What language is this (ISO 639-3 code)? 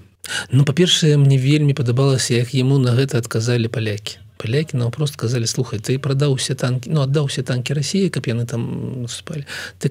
bel